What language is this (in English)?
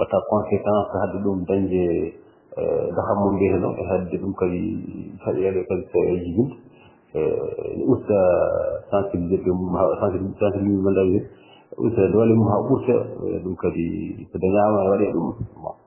Fula